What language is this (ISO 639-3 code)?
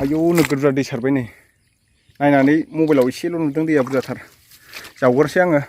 brx